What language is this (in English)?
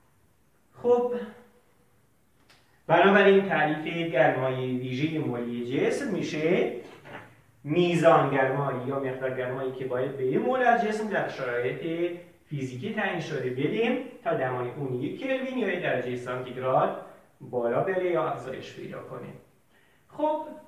Persian